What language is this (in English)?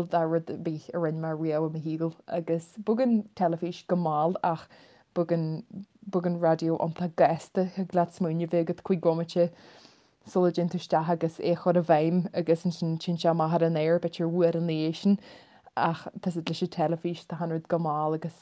Irish